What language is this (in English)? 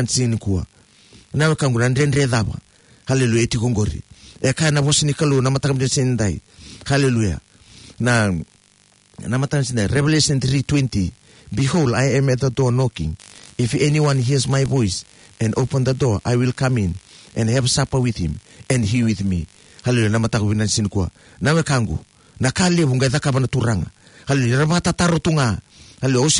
Fijian